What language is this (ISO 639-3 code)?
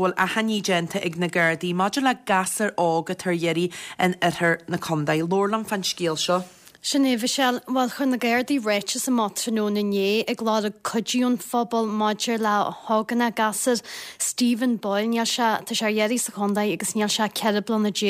gle